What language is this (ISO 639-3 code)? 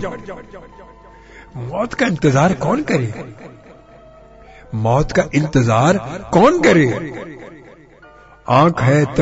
urd